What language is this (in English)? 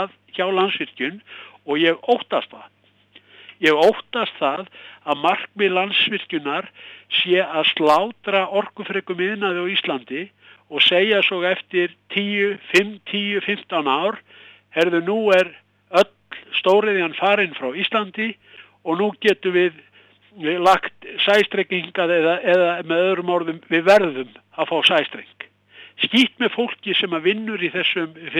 Icelandic